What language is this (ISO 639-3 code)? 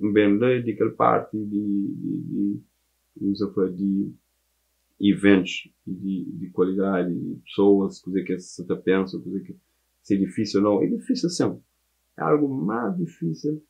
kea